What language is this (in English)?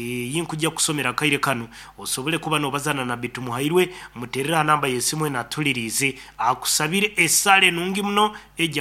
Nyoro